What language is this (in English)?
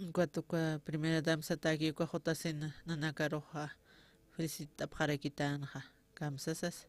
Aymara